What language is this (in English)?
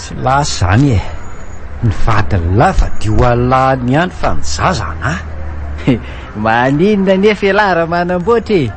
Malagasy